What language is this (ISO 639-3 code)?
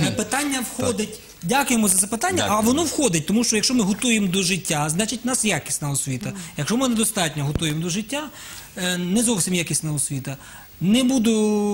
ukr